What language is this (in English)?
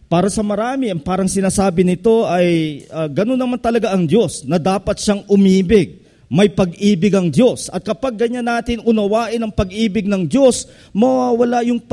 Filipino